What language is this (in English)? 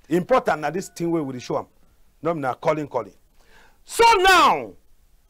Cameroon Pidgin